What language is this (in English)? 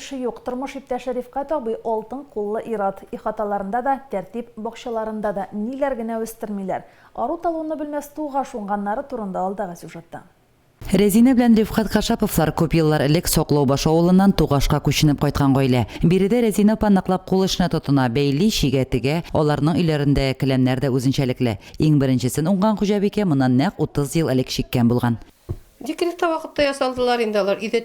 Tatar